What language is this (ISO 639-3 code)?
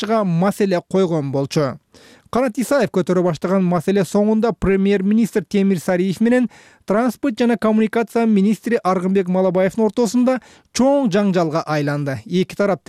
kir